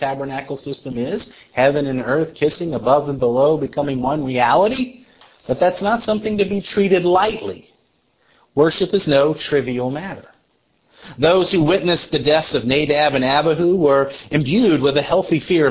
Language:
English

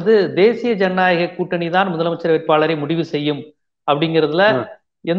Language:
Tamil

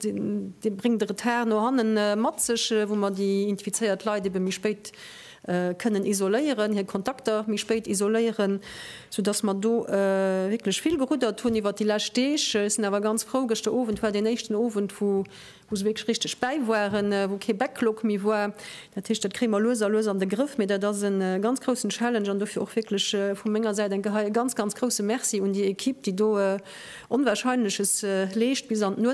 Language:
Luxembourgish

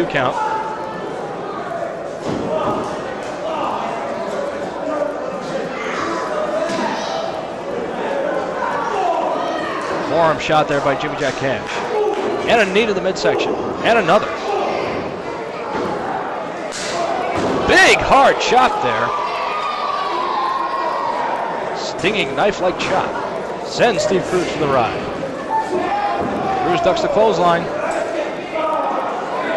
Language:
English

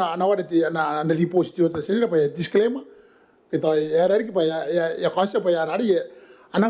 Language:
Gilbertese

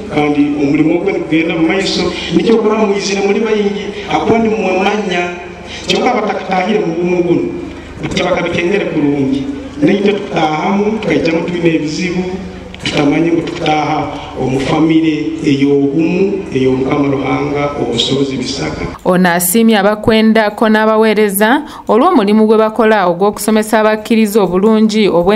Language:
Ganda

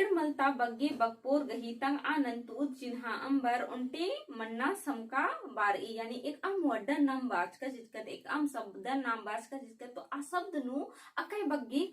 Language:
Kurukh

